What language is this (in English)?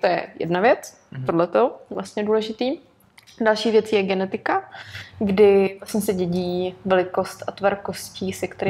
Czech